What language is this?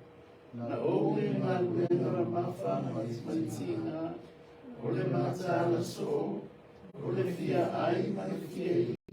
Samoan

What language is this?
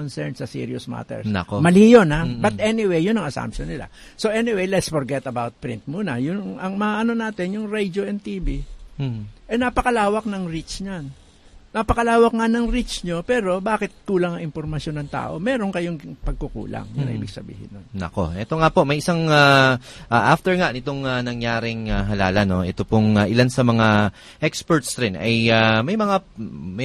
Filipino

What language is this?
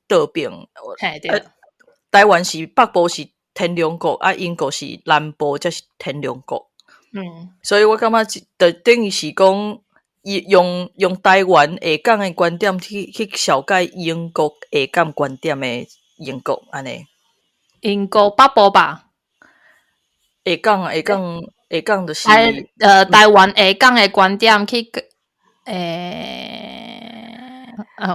Min Nan Chinese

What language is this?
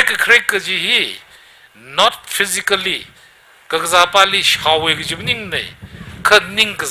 Tangkhul Naga (India)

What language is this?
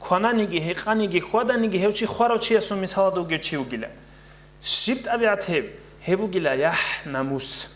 Avaric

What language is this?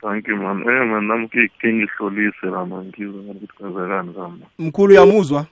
South Ndebele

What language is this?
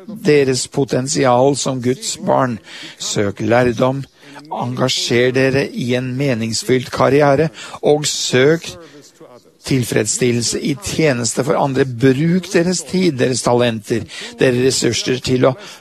Norwegian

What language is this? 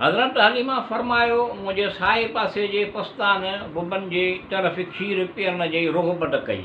Sindhi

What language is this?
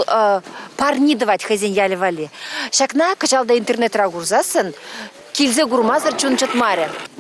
Chuvash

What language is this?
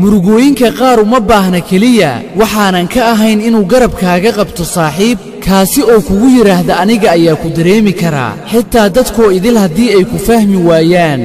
Somali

